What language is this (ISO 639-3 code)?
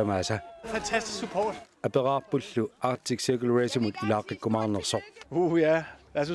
kal